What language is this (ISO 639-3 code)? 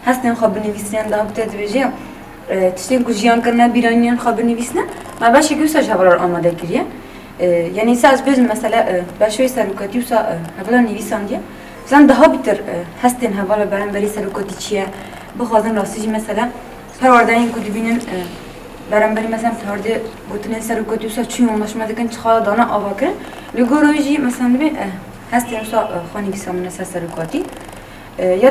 kur